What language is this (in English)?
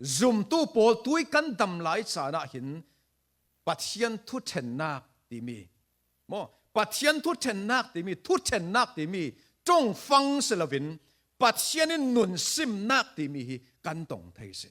Falam Chin